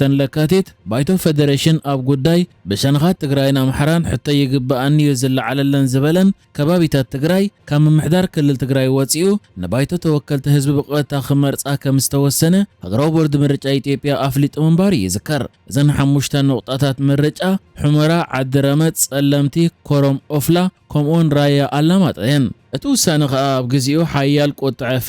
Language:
Tigrinya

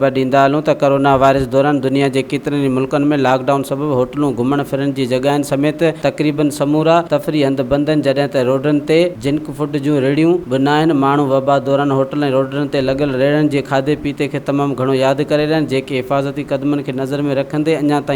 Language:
Sindhi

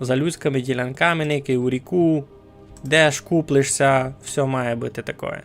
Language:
Rusyn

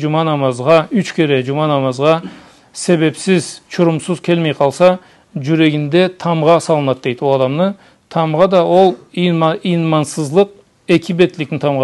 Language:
Karachay-Balkar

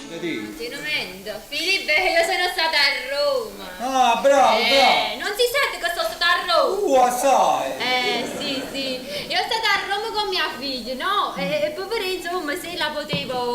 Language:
Neapolitan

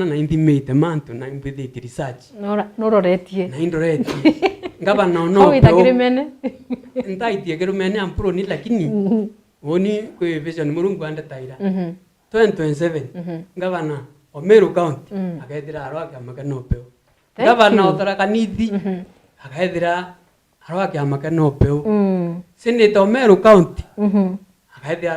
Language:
Meru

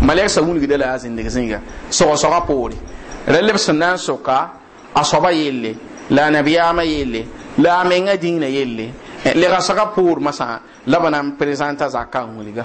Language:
Mossi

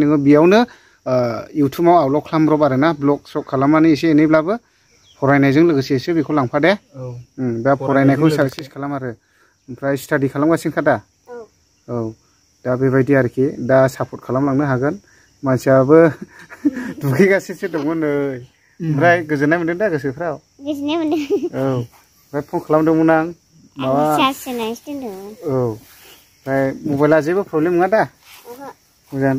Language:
Bodo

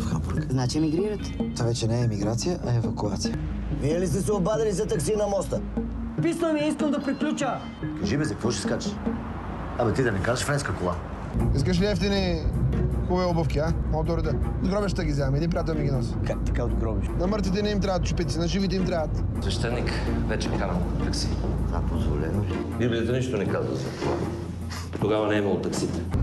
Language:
Bulgarian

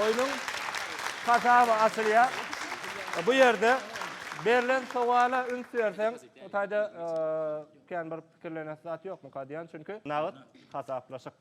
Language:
Turkmen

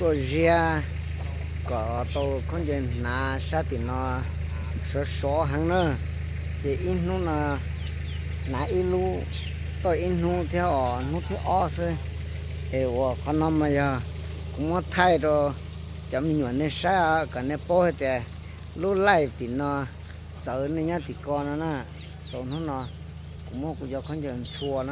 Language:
Hmong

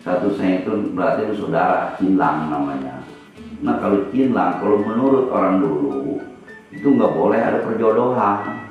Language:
Betawi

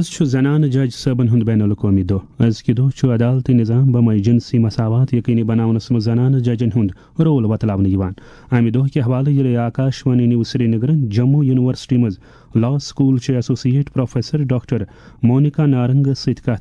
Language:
Kashmiri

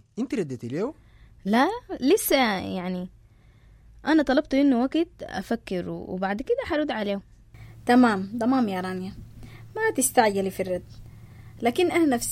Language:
Sudanese Arabic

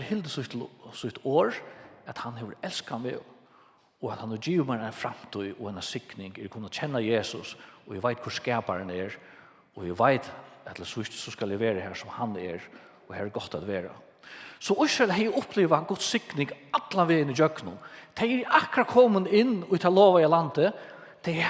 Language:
Faroese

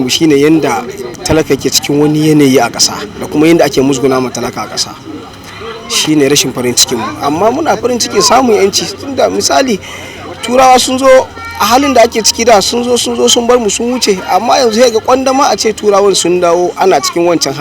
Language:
Hausa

